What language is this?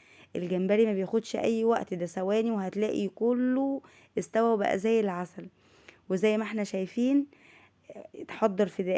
Egyptian Arabic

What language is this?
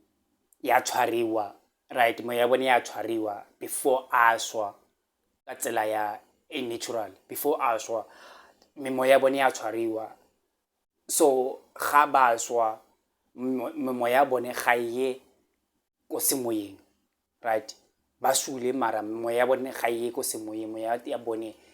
Tswana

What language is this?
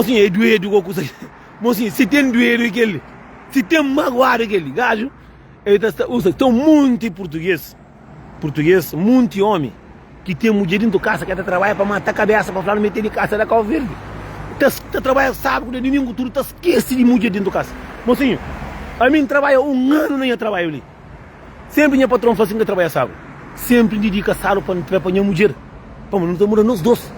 Kabuverdianu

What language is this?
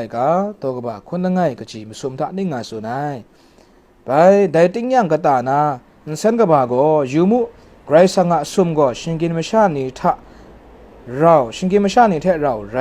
Kachin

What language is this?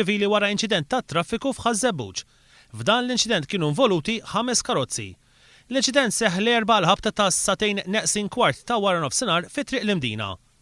Maltese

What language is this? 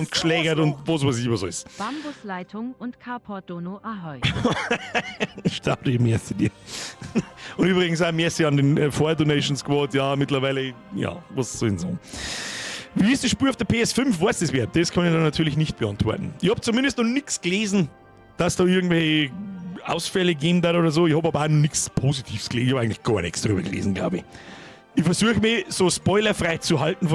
Bavarian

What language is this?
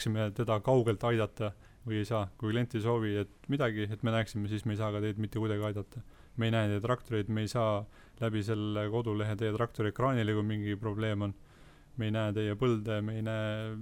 Estonian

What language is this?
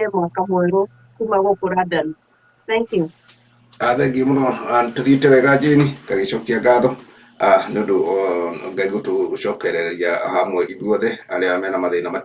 Kikuyu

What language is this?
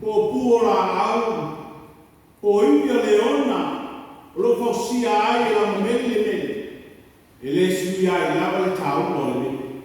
Samoan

